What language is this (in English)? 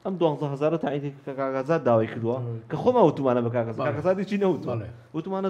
Central Kurdish